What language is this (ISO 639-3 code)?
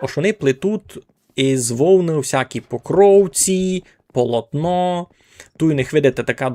rue